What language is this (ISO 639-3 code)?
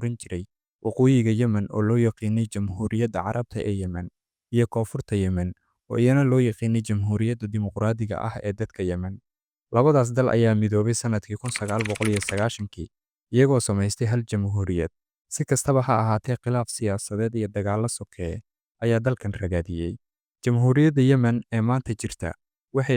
som